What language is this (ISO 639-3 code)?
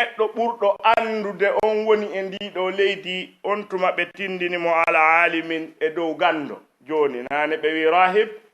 ful